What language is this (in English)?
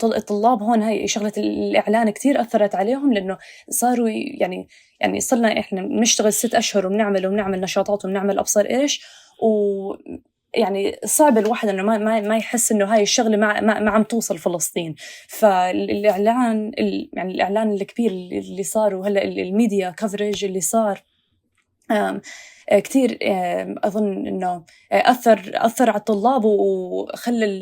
North Levantine Arabic